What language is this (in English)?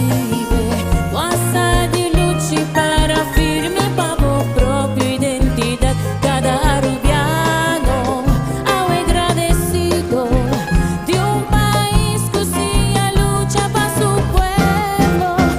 Papiamento